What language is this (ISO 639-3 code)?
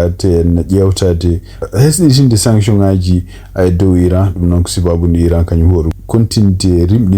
ful